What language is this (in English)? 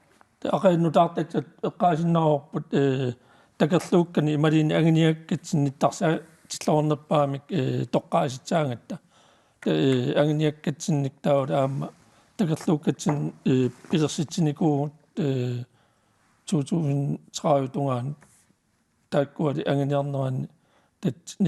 Kalaallisut